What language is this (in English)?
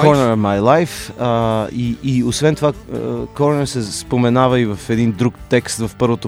Bulgarian